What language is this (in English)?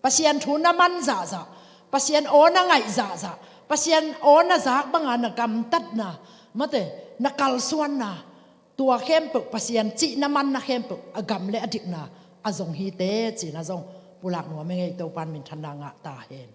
Tedim Chin